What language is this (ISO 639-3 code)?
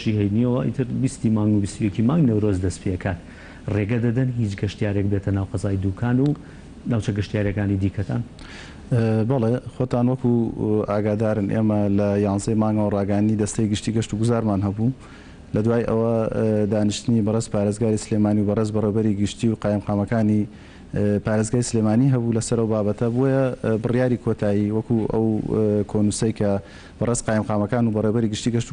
ckb